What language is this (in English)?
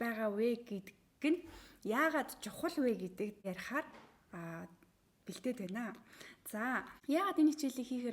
Mongolian